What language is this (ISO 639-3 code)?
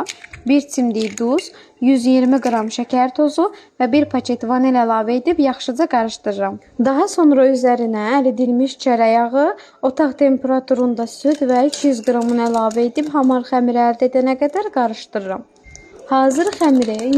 aze